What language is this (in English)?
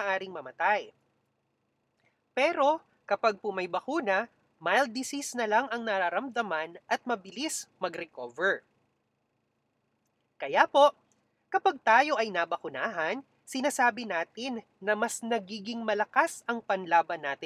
Filipino